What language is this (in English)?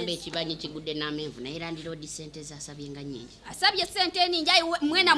Ganda